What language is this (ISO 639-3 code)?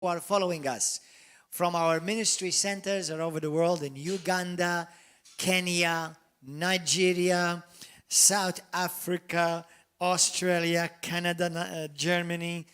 eng